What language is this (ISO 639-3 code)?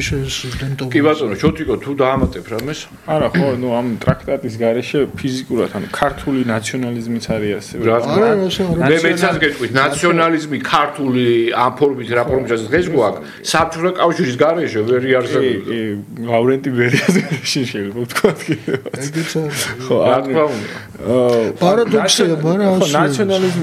kat